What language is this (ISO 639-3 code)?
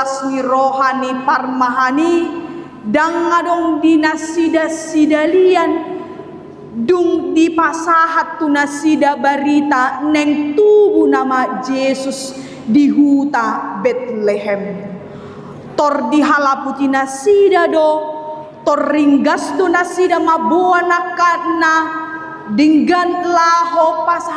bbc